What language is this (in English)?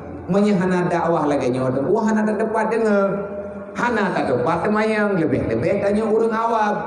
Achinese